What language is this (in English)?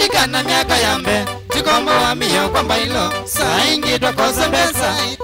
Kamba